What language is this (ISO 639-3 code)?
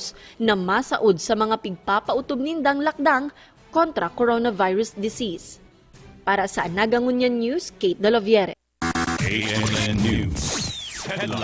bik